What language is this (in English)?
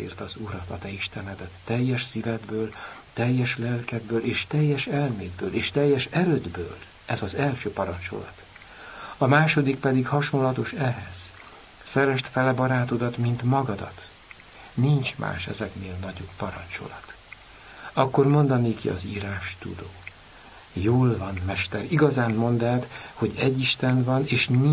Hungarian